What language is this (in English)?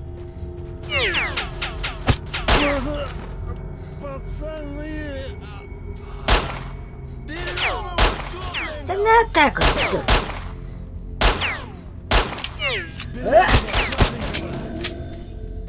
Russian